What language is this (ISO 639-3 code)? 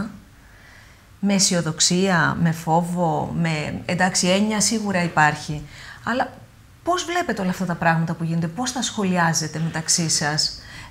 ell